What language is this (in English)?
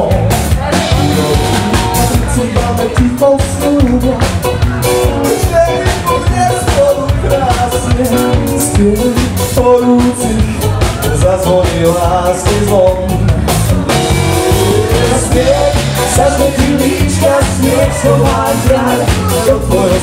Slovak